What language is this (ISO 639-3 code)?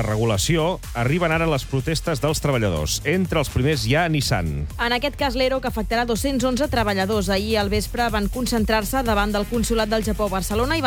cat